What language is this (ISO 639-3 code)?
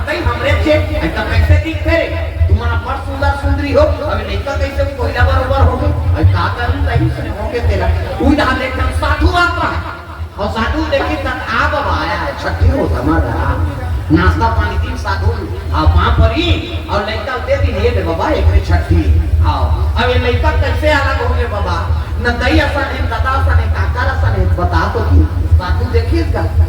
hne